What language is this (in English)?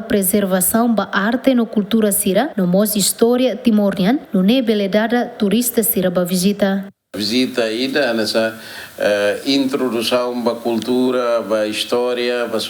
Tetum